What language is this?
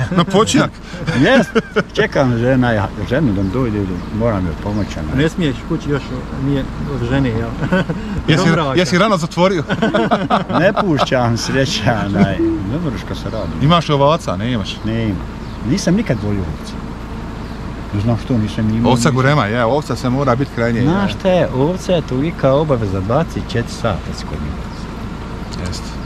Croatian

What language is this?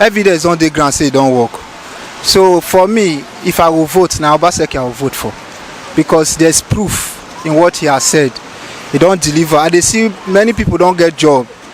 Nigerian Pidgin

